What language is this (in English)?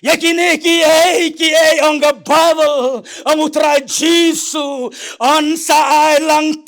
Khasi